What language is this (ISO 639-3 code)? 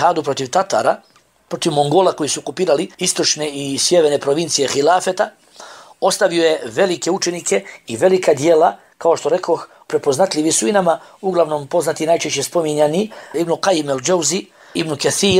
bos